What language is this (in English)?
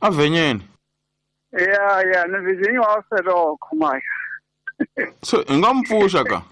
Tsonga